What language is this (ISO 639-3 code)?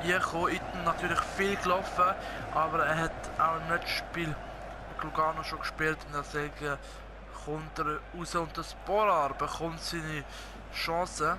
gsw